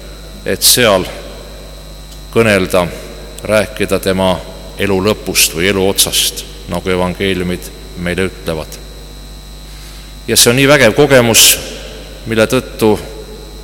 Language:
Estonian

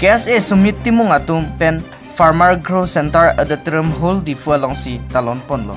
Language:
Karbi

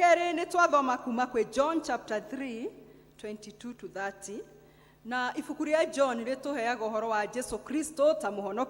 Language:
Kikuyu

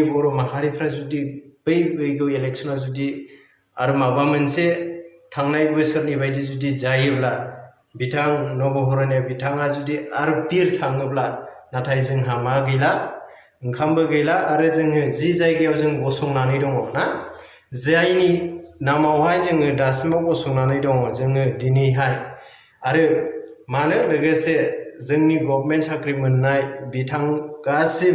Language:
Bodo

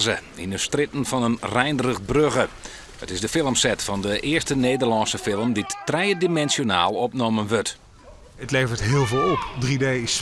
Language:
Western Frisian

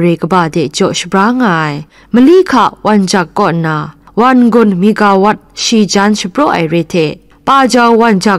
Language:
Kachin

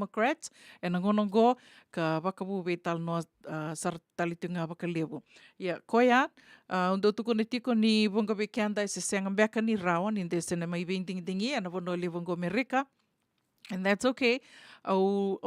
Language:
Fijian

